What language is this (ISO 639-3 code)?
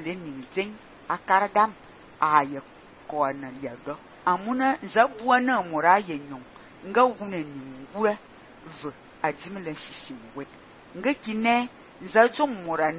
fan